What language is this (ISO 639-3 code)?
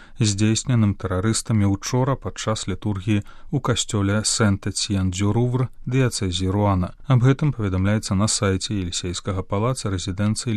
bel